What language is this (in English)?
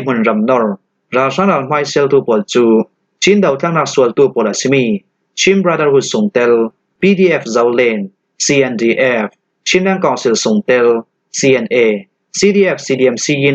Falam Chin